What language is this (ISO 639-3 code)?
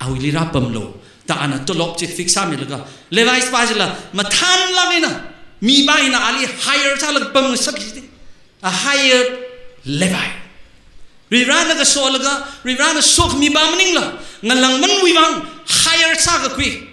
nmf